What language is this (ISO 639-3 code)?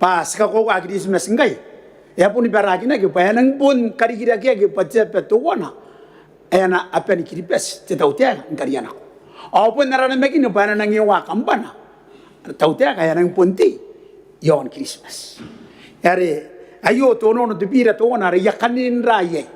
gil